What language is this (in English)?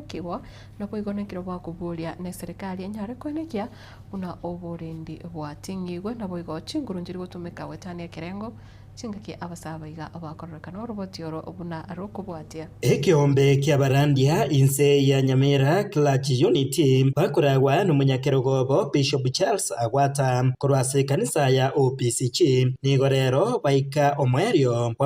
Gusii